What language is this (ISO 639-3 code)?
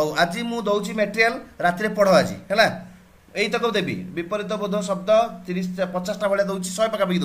ori